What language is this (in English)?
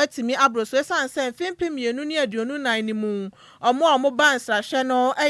Akan